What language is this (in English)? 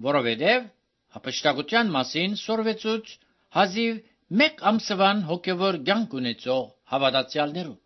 Armenian